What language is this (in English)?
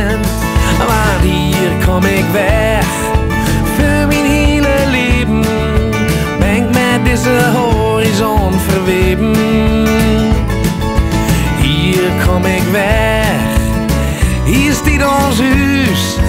Dutch